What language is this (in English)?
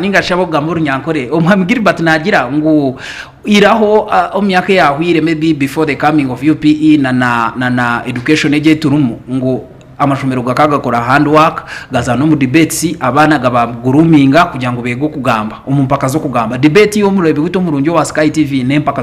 Nyankole